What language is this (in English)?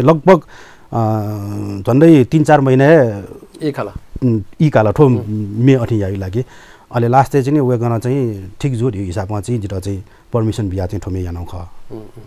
Newari